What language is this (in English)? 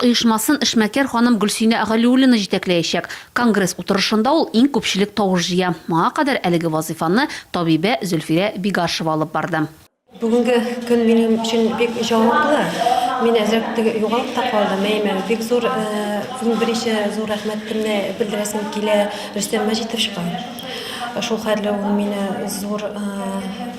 Tatar